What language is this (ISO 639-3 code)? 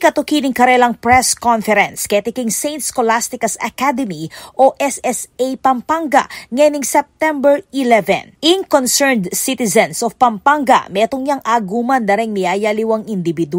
pam